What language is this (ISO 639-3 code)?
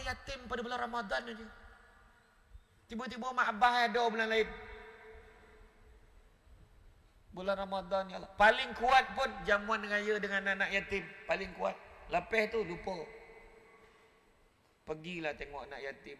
msa